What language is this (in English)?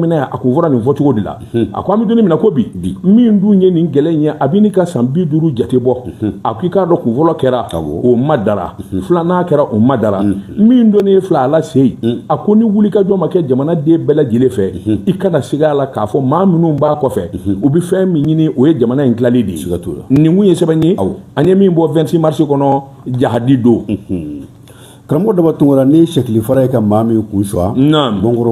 Bambara